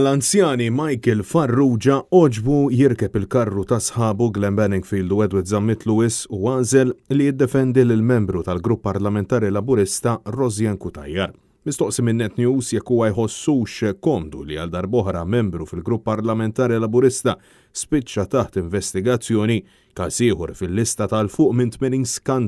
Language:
Maltese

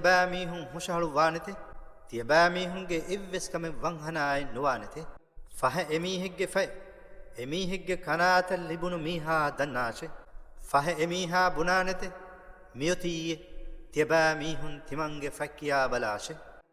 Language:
Divehi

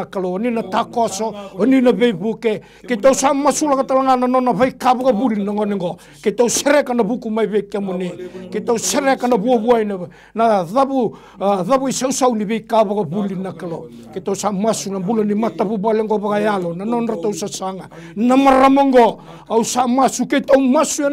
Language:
Fijian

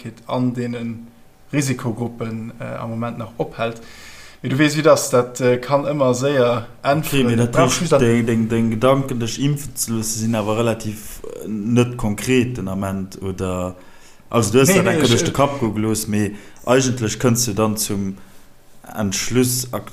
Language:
Luxembourgish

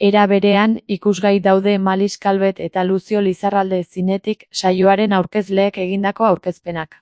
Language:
Basque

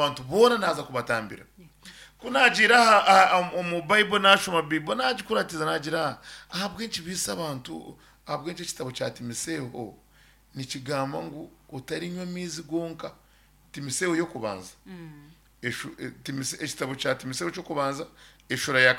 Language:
Nyankole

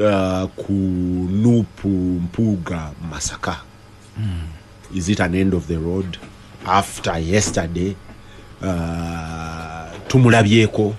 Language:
Ganda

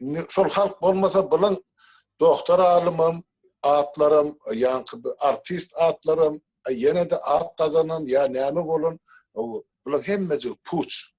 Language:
Turkmen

